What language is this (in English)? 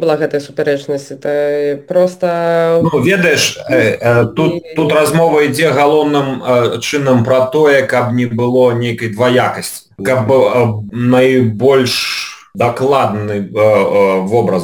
Belarusian